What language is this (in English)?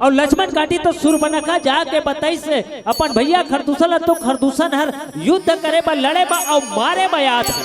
Chhattisgarhi